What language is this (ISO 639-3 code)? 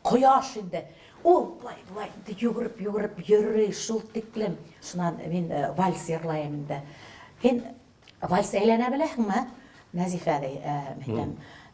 bak